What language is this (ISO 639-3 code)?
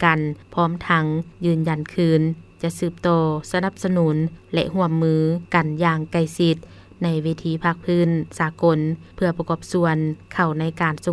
lao